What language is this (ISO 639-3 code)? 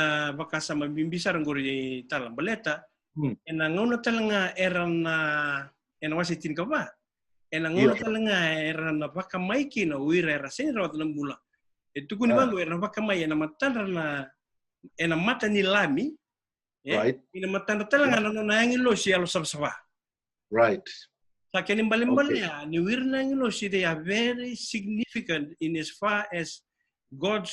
fij